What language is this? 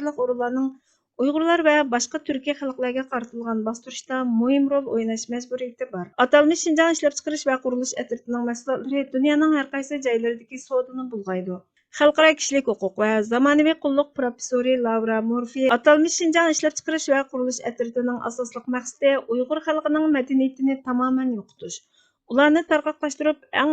Uyghur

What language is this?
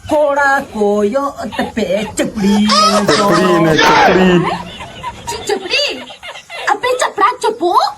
Santali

